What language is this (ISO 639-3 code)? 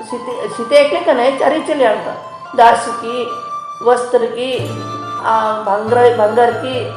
kok